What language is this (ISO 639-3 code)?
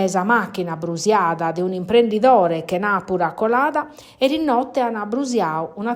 srd